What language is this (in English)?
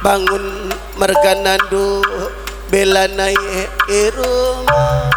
Batak Karo